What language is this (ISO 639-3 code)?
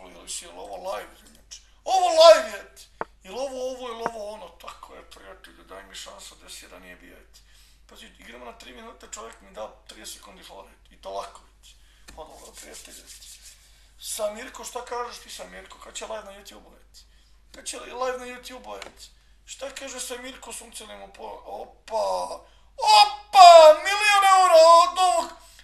bos